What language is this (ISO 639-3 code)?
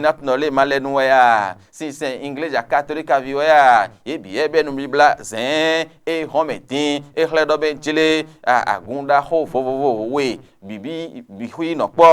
fon